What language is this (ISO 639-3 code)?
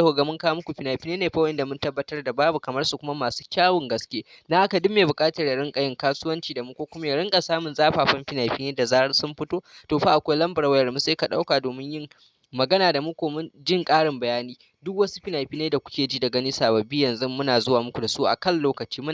hau